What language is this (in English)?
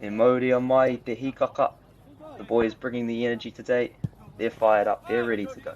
Māori